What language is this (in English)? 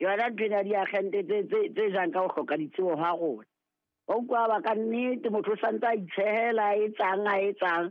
Southern Sotho